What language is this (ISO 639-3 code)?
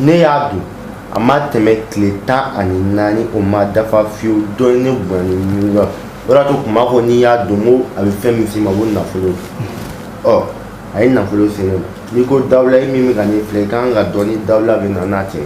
bam